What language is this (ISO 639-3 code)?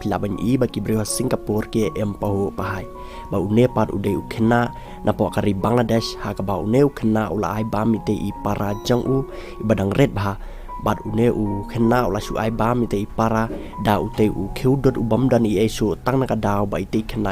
kha